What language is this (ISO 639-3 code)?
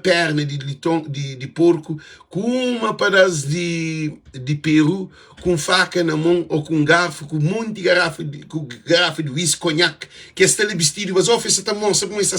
kea